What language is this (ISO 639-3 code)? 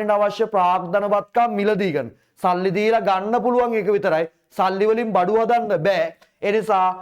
sin